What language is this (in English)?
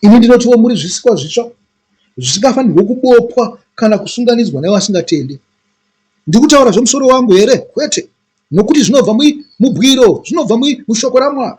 Shona